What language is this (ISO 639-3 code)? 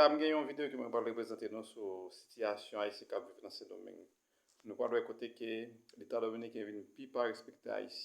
hat